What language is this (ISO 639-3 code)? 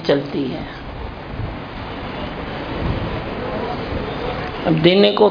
hin